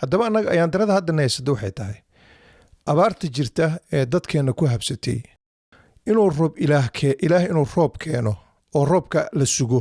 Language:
Somali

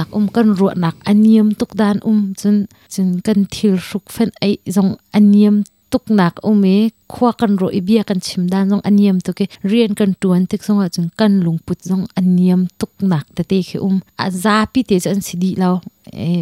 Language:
Hakha Chin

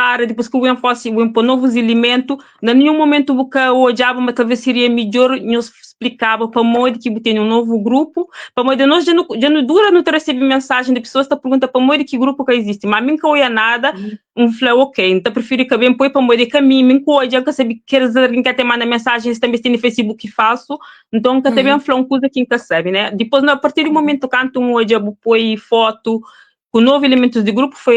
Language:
Kabuverdianu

